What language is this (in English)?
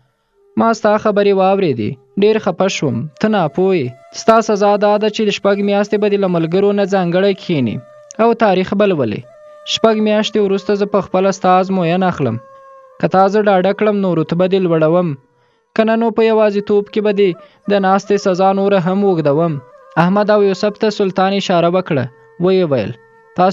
Pashto